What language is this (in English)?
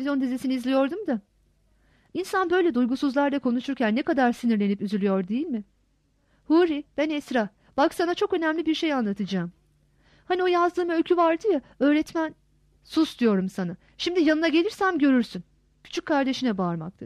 Turkish